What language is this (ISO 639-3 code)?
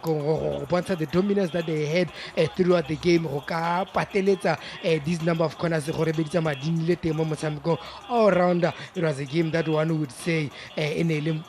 tsn